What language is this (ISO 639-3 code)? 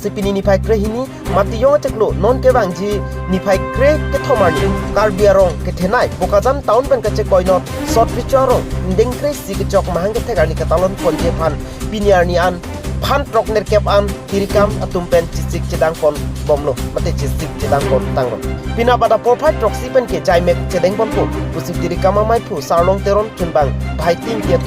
mjw